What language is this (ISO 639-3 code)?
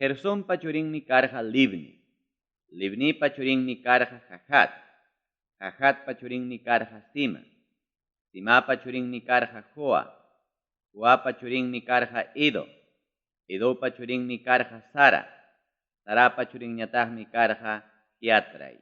quy